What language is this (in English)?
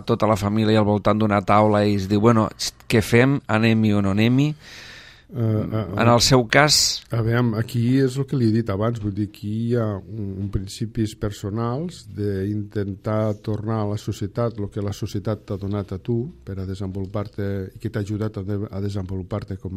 Catalan